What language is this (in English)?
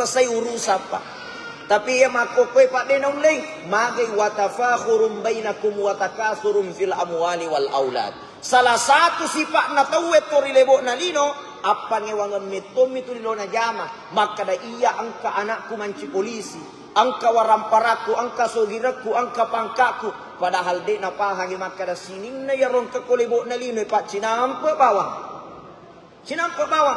Buginese